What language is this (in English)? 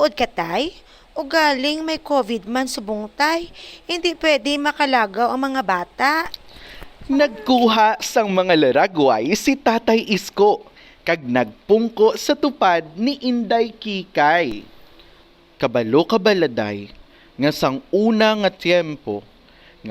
Hiligaynon